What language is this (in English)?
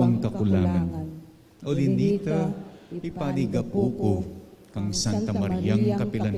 Pampanga